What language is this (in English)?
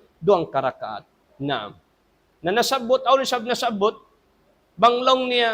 Tausug